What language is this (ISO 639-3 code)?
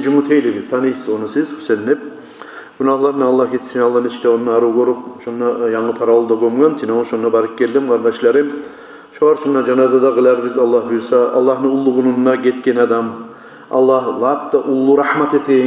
kum